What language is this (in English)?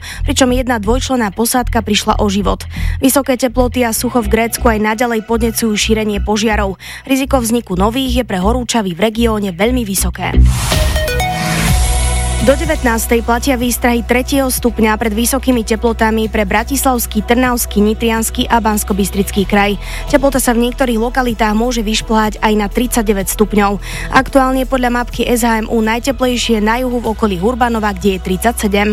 Slovak